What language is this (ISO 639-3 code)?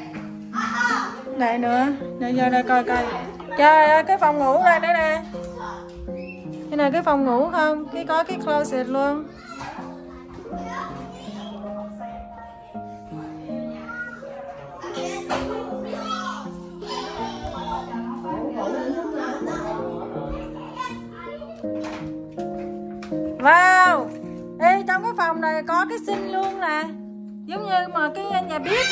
vie